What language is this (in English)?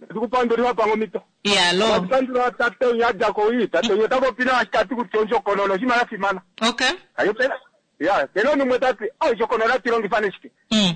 Kuanyama